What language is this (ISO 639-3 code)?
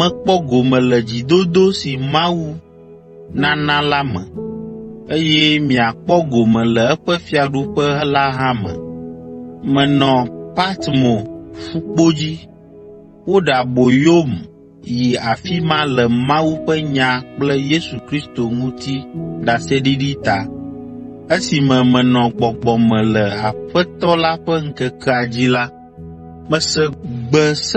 ewe